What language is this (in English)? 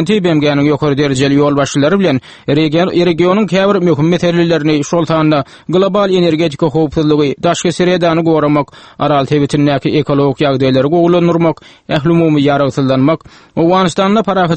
Turkmen